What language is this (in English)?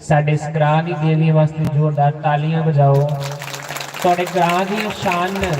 Dogri